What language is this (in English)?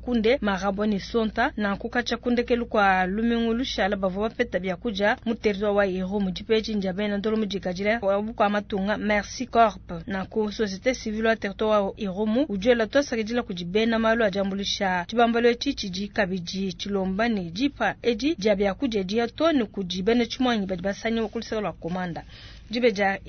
Luba-Lulua